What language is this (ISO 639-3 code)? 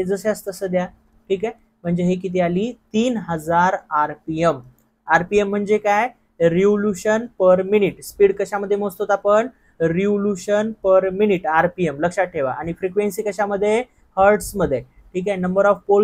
mar